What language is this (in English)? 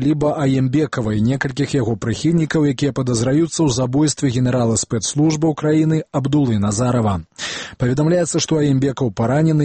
Belarusian